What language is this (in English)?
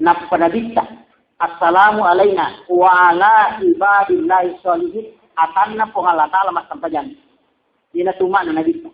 Buginese